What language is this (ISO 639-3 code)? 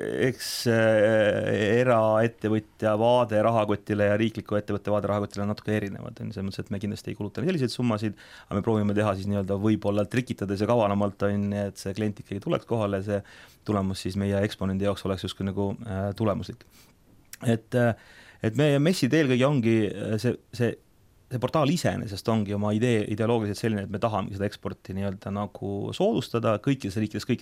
est